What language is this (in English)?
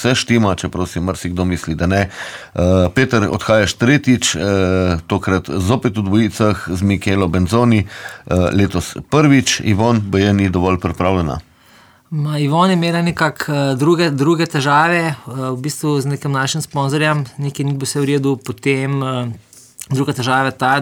Slovenian